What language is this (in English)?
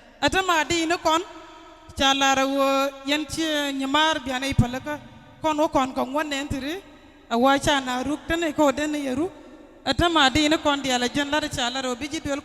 Nuer